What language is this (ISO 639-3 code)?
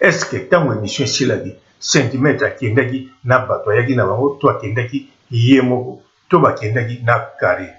lin